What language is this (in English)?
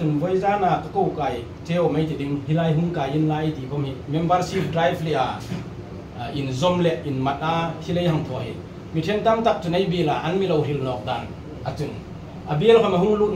Hmar